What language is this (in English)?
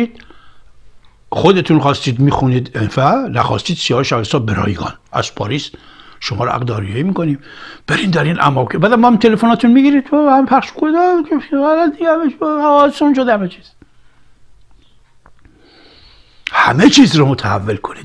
Persian